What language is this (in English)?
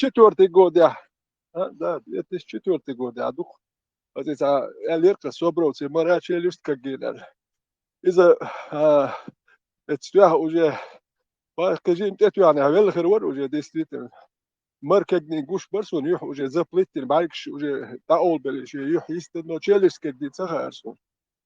Chechen